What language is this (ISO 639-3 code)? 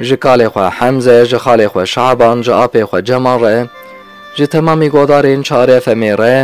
kur